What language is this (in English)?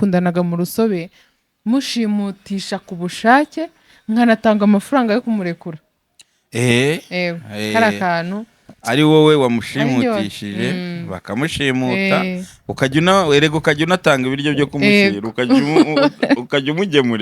Kinyarwanda